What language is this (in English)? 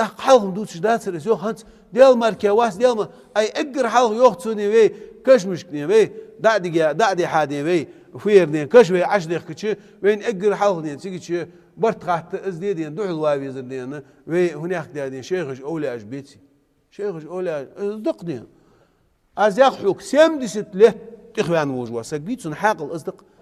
Ingush